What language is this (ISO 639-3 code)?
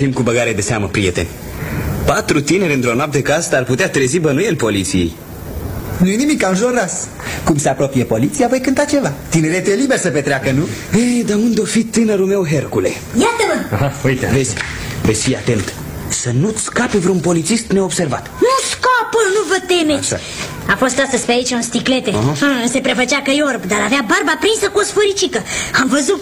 ron